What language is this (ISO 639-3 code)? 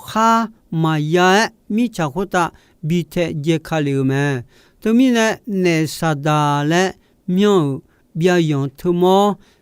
ahk